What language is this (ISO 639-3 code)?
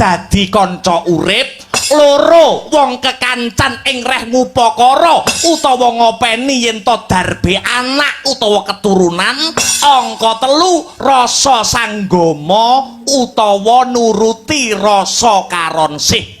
jav